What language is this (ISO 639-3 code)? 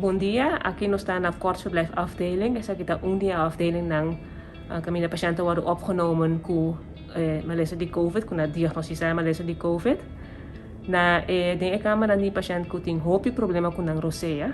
pap